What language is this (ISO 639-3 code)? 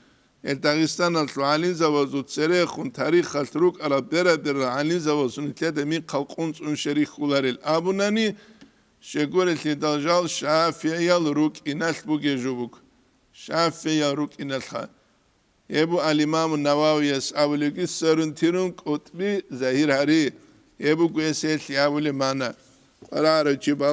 ava